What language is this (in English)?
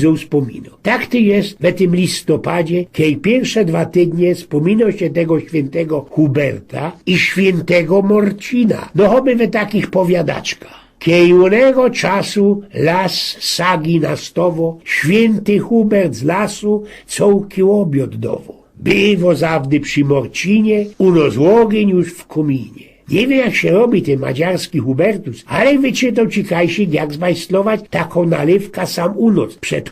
Silesian